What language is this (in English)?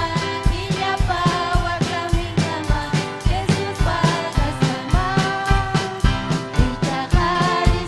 Ayacucho Quechua